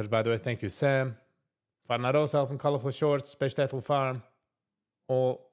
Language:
Yiddish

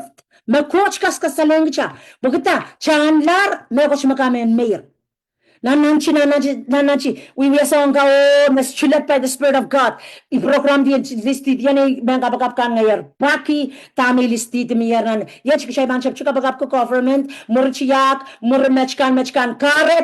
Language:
Pohnpeian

